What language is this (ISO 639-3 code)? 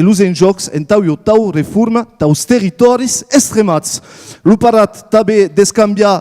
oci